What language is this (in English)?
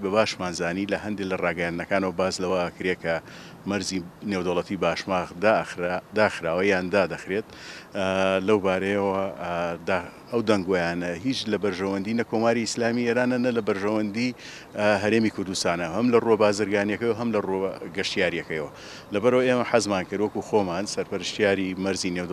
Central Kurdish